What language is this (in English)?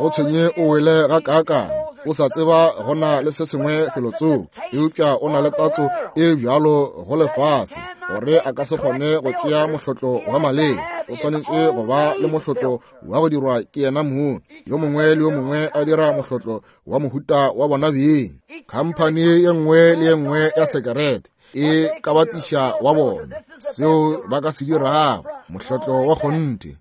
Northern Sotho